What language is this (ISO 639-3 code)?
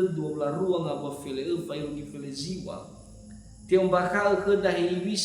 nia